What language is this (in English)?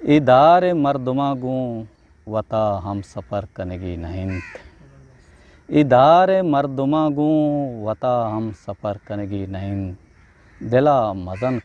Eastern Balochi